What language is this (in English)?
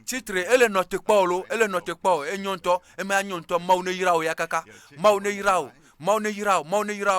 Ewe